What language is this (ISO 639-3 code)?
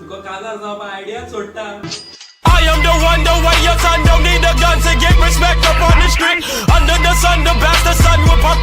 kok